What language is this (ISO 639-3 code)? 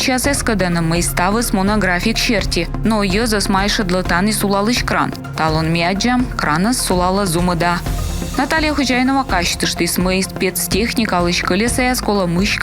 kom